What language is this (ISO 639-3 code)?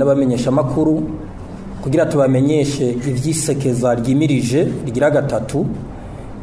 run